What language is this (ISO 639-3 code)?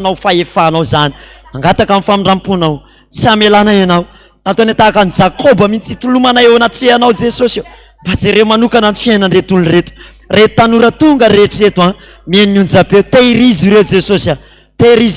mlg